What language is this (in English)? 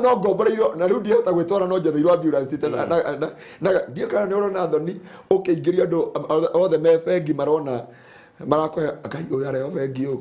Kikuyu